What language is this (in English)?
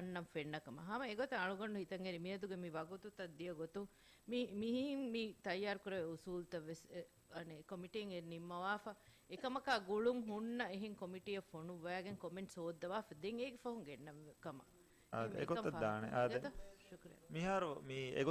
Divehi